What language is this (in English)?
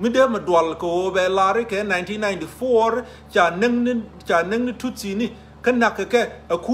Nuer